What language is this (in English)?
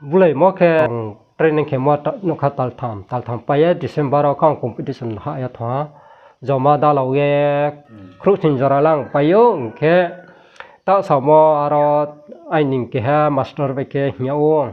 Riang (India)